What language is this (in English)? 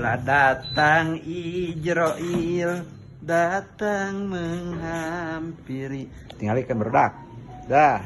Sundanese